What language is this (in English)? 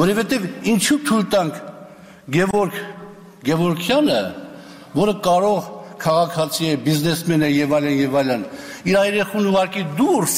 Armenian